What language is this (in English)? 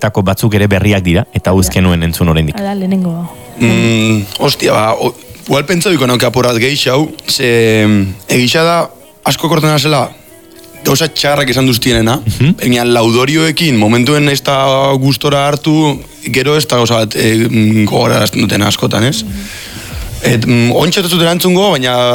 Basque